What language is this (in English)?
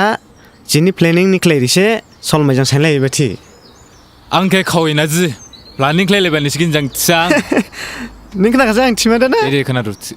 Dimasa